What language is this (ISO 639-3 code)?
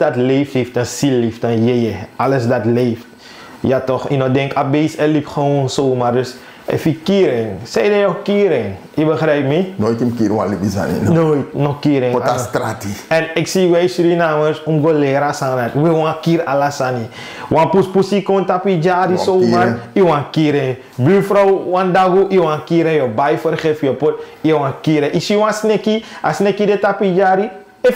srn